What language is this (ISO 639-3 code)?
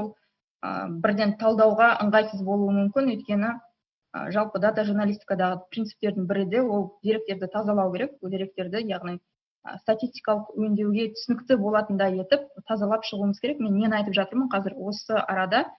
kaz